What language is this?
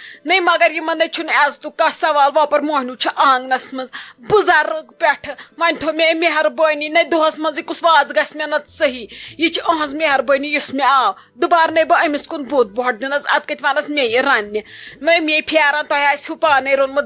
Kashmiri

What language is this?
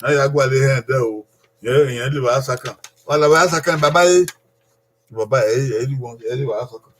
Bini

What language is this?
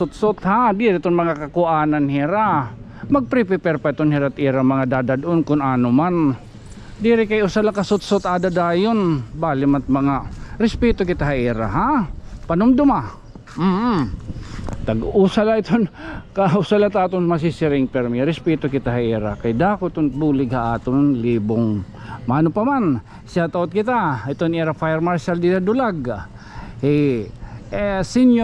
Waray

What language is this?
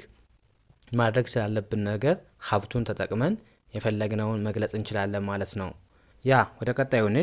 Amharic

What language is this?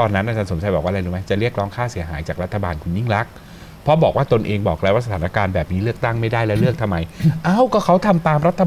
Thai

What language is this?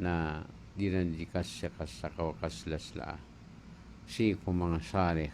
Maranao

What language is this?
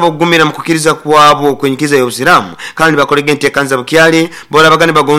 Nyoro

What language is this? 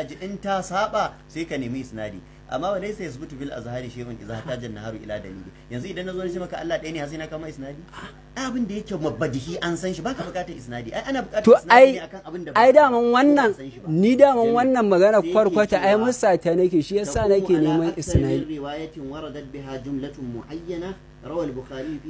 Hausa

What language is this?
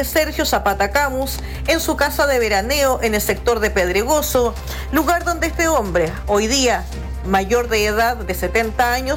Spanish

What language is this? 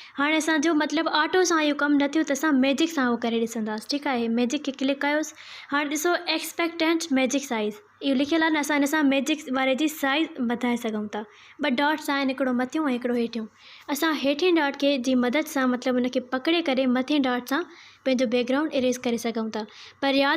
Sindhi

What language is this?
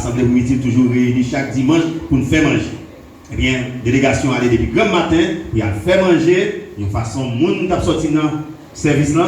Haitian Creole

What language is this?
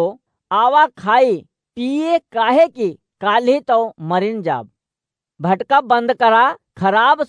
Awadhi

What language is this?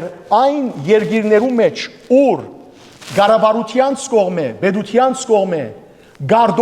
Western Armenian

